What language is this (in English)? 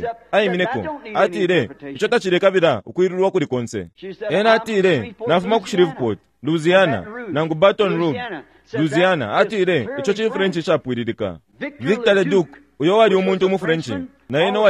Bemba